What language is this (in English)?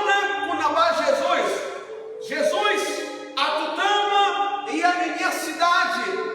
Tetum